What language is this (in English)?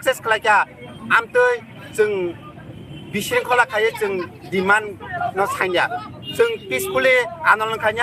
Kok Borok